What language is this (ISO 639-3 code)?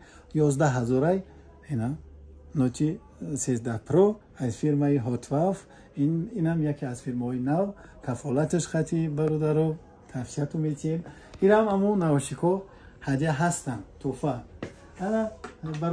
tgk